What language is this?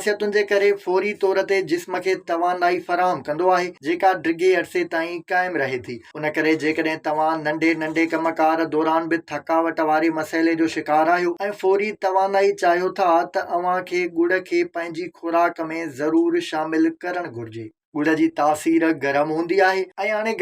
Sindhi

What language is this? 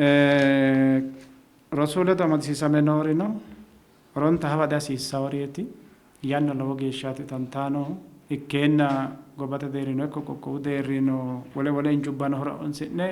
Sidamo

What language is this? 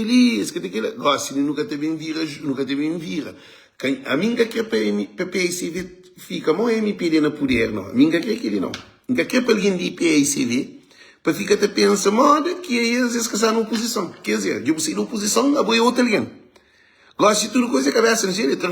Kabuverdianu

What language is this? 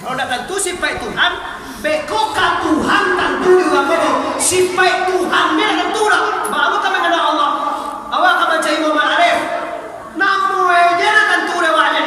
Minangkabau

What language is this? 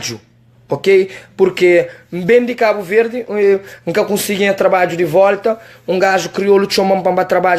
Kabuverdianu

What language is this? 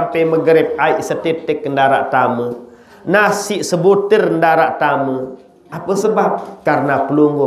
Sasak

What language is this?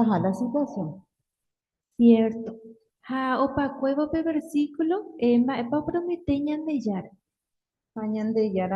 Guarani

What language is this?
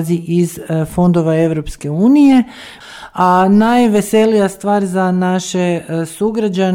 Croatian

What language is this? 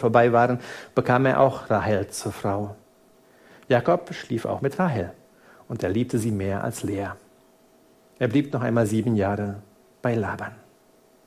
German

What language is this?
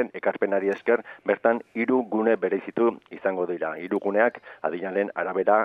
Basque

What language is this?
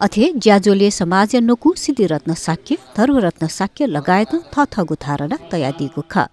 Newari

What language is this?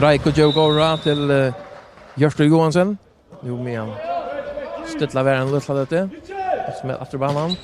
Faroese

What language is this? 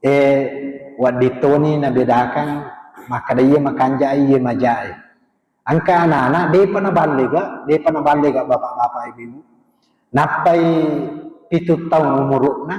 Buginese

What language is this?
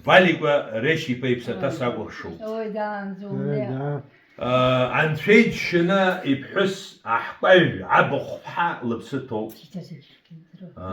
Abkhazian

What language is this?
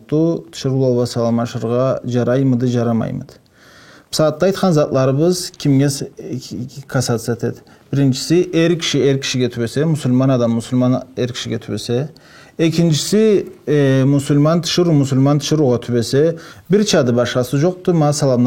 Karachay-Balkar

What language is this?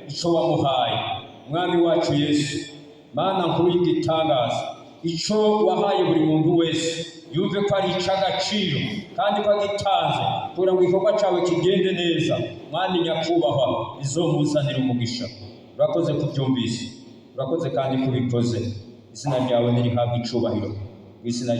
Rundi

